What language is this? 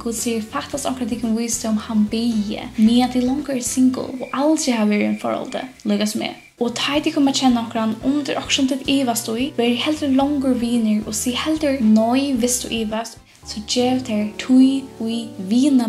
Faroese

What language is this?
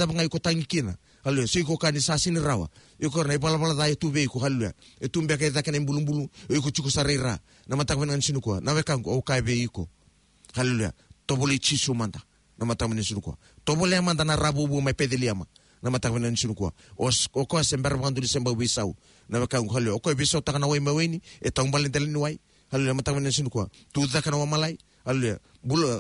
Fijian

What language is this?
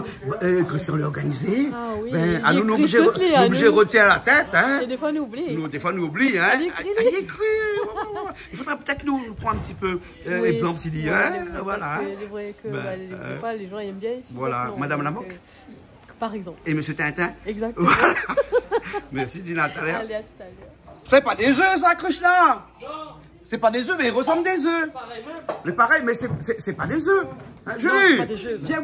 Réunion Creole French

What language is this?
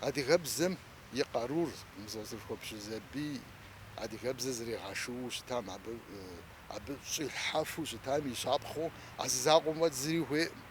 Kabardian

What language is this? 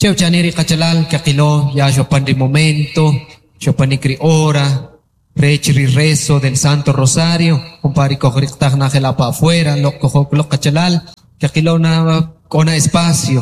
Kʼicheʼ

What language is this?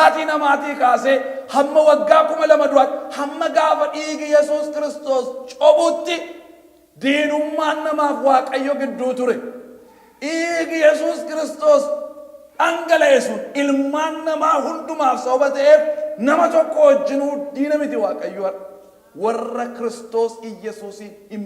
Oromo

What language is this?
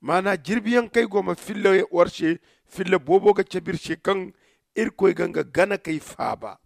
Zarma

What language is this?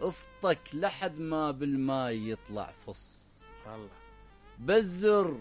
Mesopotamian Arabic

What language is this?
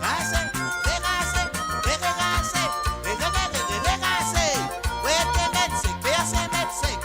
Morisyen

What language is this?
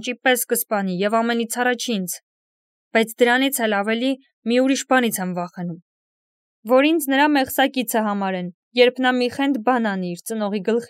Armenian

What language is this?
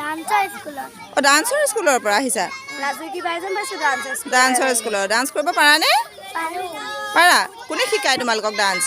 Assamese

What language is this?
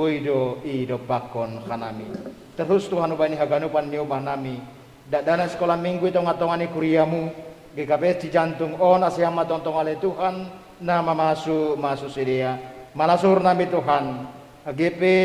Batak Simalungun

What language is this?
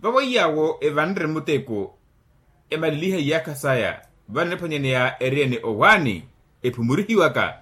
Makhuwa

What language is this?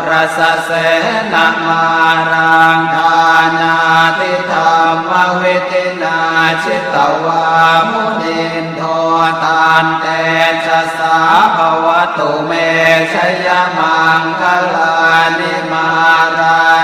Pali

